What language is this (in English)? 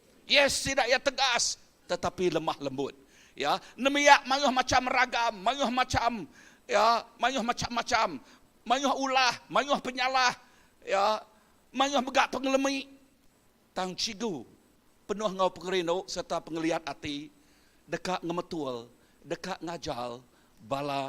Iban